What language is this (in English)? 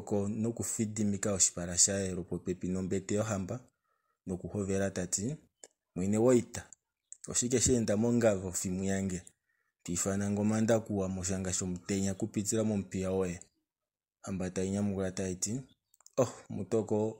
Kuanyama